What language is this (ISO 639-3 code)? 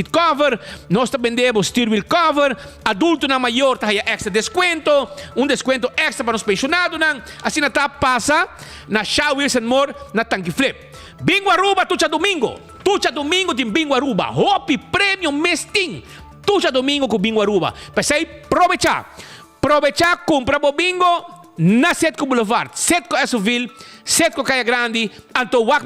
pap